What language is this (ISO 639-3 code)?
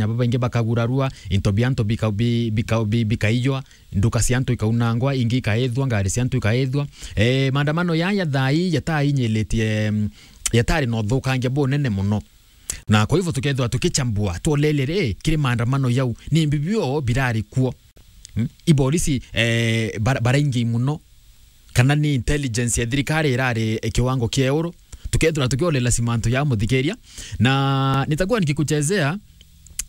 mer